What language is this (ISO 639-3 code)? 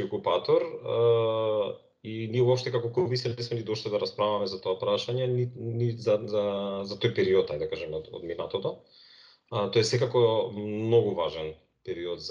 mkd